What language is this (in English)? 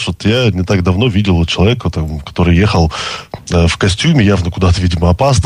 Russian